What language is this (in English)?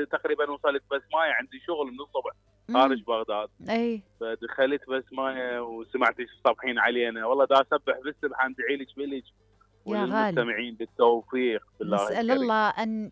Mesopotamian Arabic